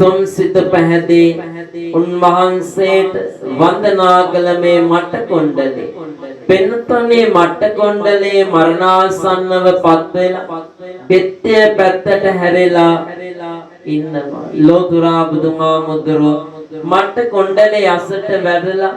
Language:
Sinhala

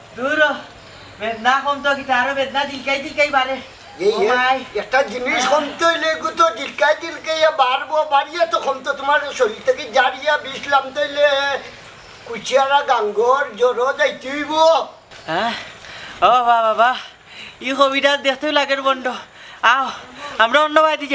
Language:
Sylheti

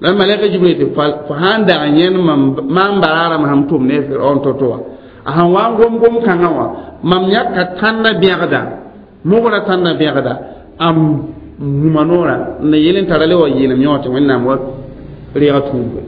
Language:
Mossi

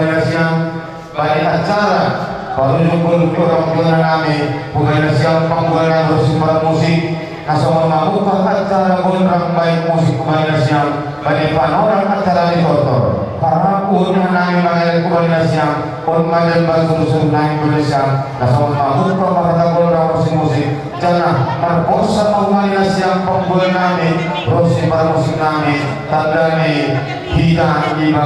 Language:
Batak Simalungun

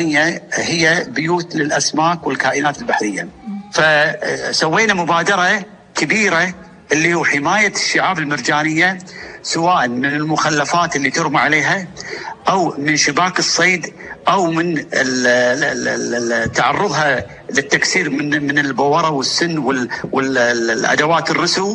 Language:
Gulf Arabic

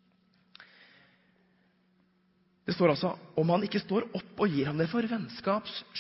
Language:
Norwegian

